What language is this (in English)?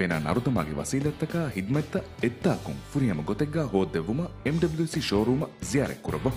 Divehi